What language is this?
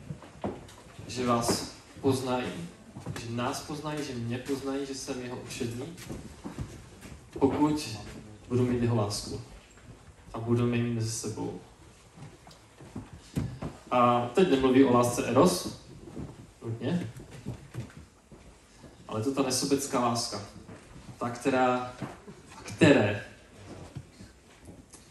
Czech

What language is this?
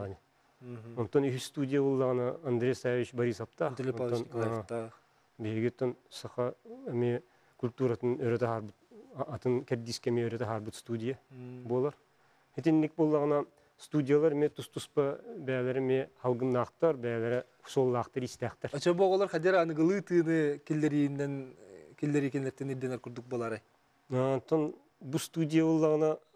Yakut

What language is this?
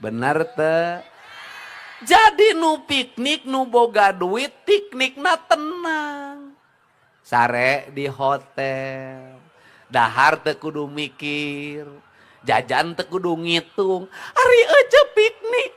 Sundanese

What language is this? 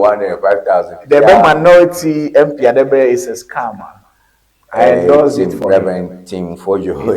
Ewe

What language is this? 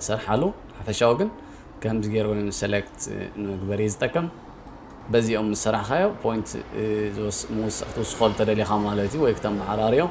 Tigrinya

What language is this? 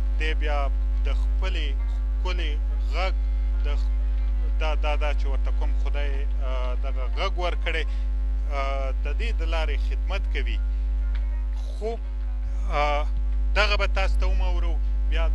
Pashto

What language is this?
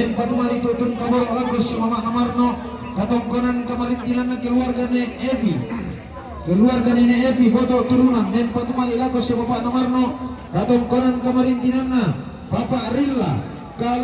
Toraja-Sa'dan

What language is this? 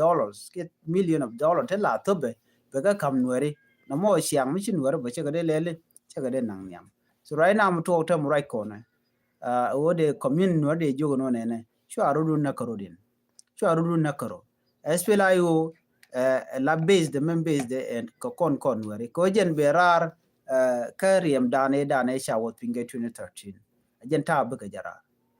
Nuer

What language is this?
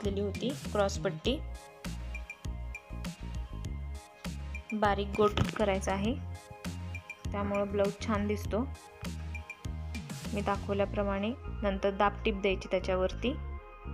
Marathi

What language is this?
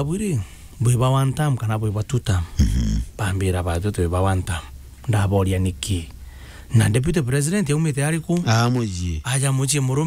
Meru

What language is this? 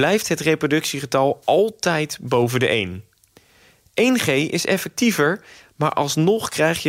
Dutch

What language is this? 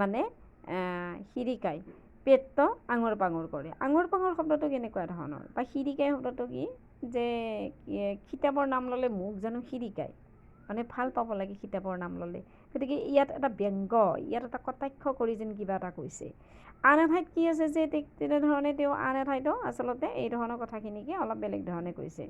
Assamese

